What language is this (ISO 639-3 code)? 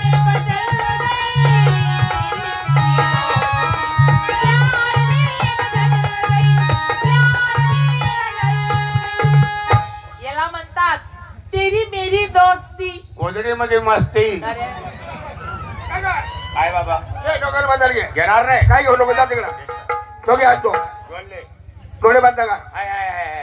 mar